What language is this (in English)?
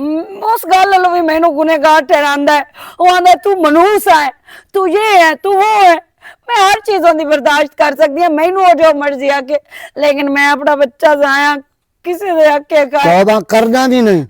Western Panjabi